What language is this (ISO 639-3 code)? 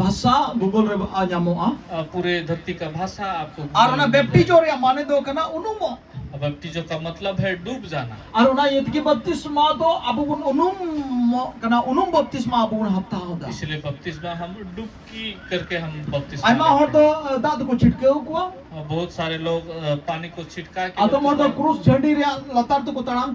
sat